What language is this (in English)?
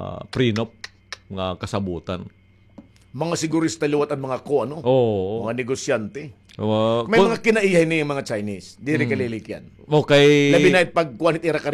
Waray